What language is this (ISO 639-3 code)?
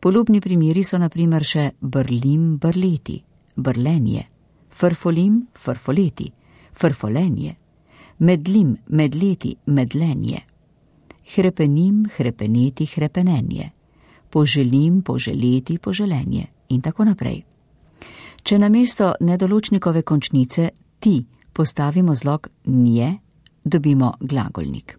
slv